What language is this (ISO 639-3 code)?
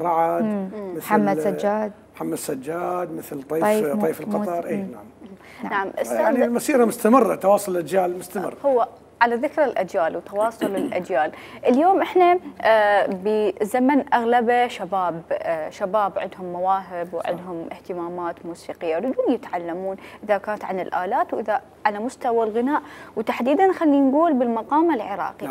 acm